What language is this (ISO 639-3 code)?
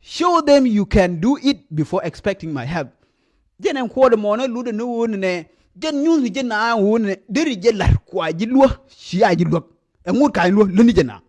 nus